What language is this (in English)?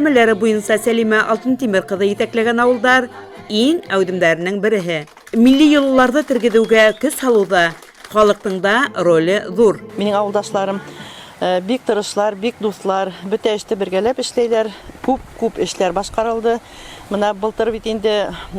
Bashkir